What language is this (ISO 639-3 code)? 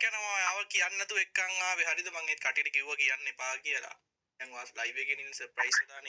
sin